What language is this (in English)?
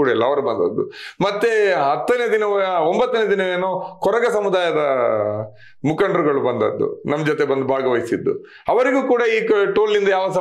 Kannada